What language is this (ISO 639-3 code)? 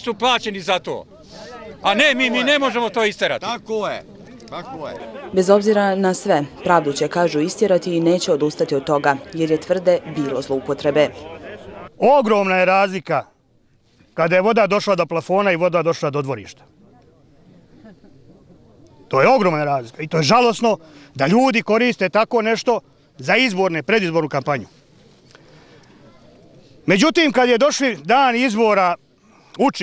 bos